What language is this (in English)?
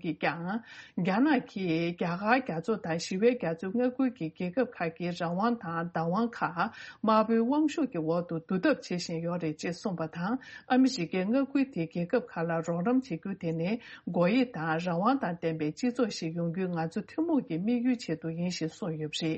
Tibetan